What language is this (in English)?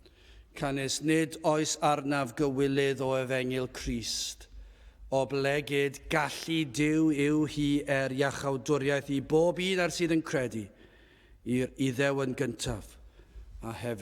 Welsh